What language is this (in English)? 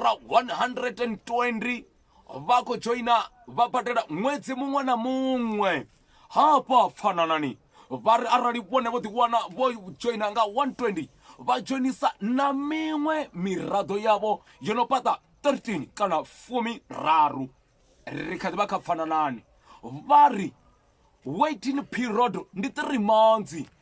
Venda